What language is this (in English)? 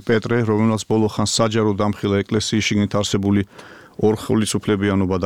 Georgian